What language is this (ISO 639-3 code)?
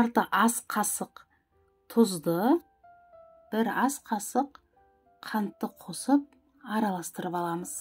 kaz